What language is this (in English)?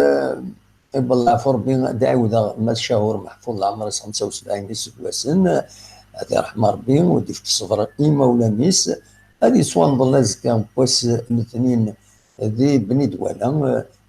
Kabyle